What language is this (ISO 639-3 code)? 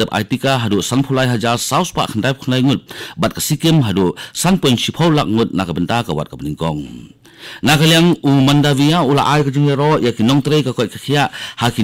kha